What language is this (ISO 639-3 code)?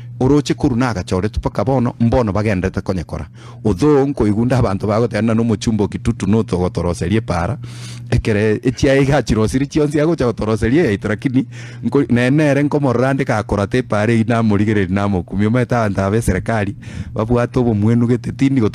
guz